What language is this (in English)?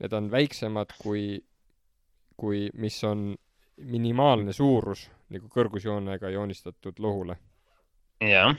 Estonian